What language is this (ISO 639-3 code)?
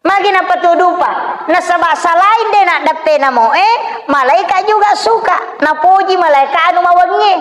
bug